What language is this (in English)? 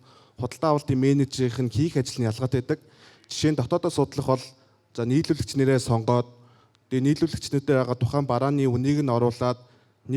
Mongolian